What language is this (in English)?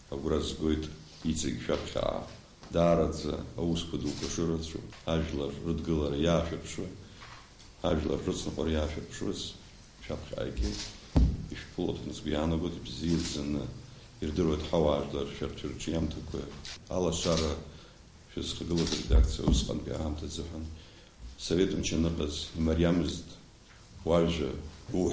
Abkhazian